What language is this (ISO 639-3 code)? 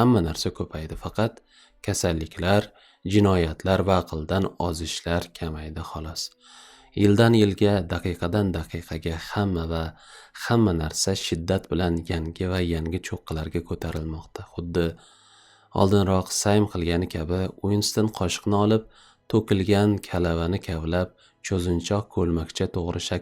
uzb